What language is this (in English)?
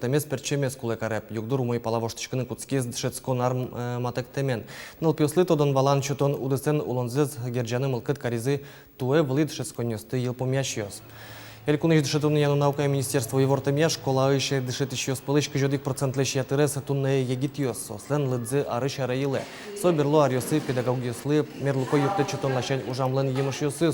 Udmurt